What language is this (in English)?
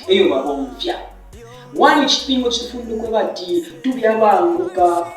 Bemba